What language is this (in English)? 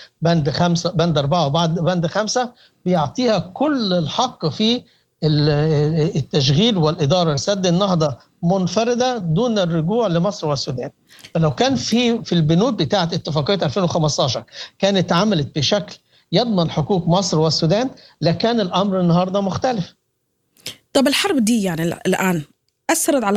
Sudanese Arabic